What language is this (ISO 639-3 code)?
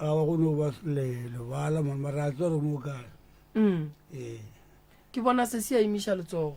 nso